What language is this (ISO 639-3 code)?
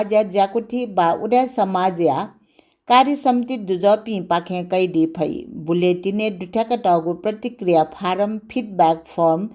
new